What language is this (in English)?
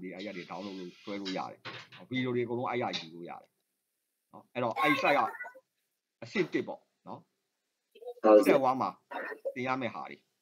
Burmese